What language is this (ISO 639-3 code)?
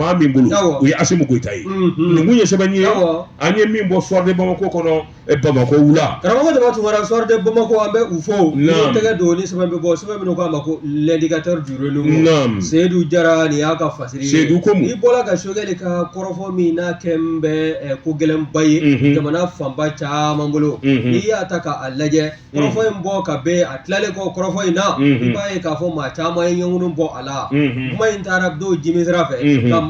bam